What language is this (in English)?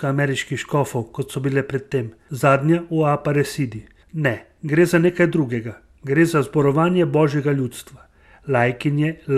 Slovenian